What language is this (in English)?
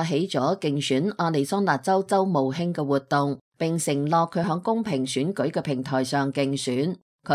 Cantonese